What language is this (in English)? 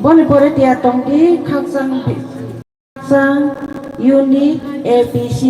Kok Borok